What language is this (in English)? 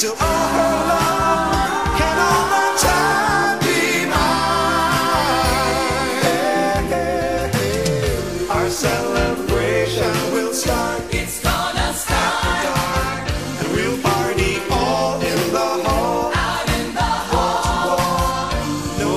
English